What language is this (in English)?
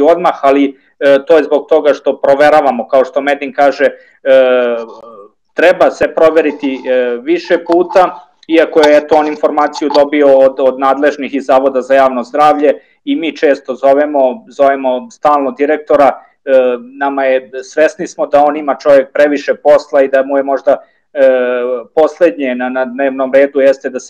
Serbian